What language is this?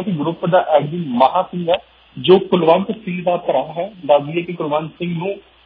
Punjabi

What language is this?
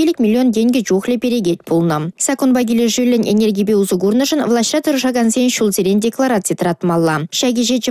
Chuvash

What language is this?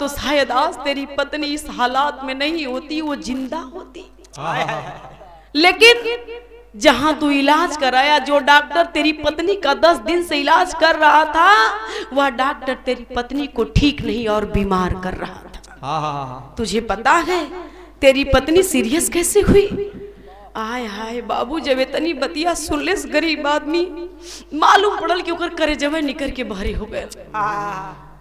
Bhojpuri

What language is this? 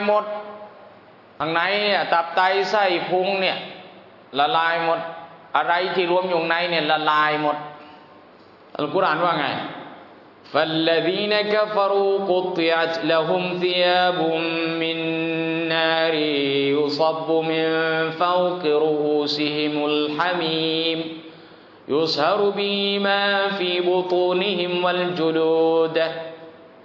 Thai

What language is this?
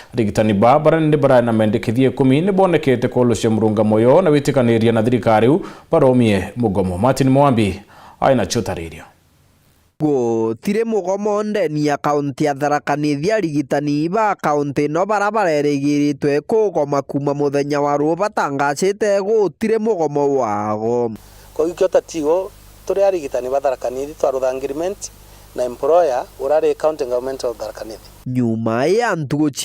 Meru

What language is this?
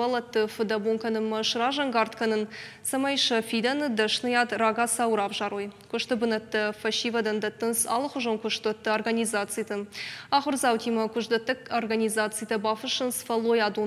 Ossetic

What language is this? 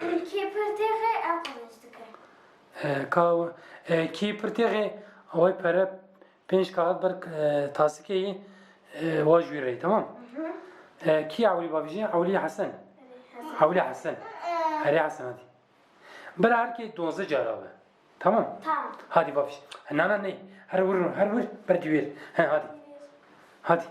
Kurdish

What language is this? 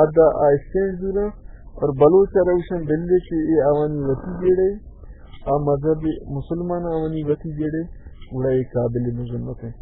Baluchi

